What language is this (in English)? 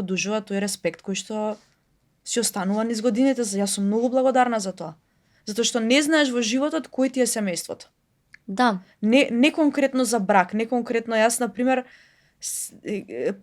Macedonian